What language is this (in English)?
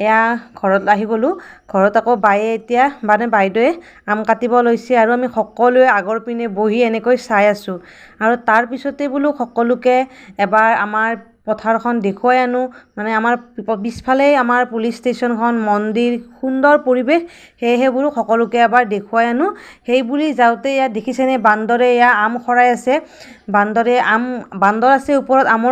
Assamese